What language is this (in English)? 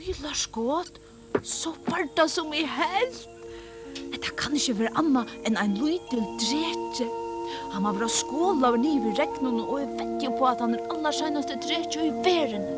Faroese